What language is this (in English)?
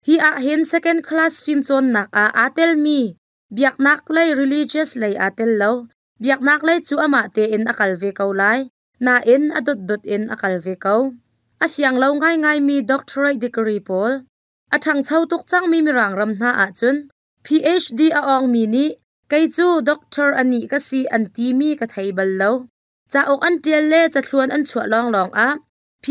Hakha Chin